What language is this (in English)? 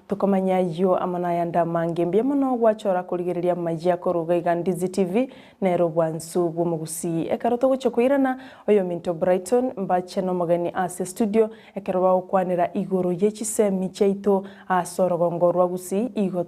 Gusii